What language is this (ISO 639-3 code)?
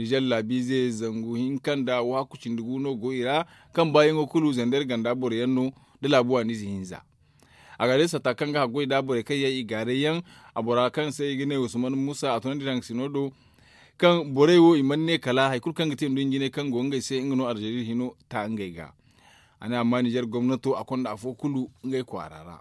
dje